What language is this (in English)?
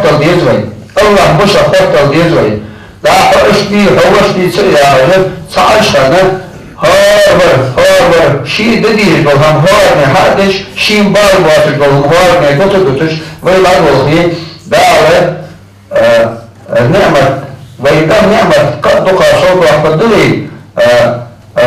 Ingush